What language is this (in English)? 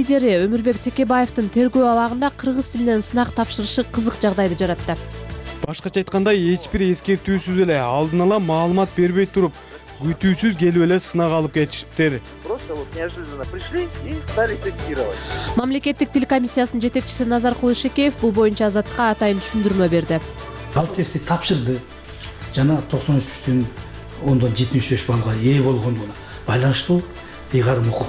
Kyrgyz